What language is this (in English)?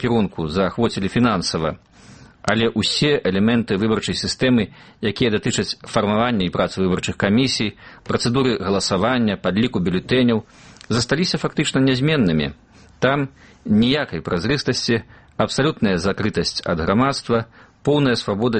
Belarusian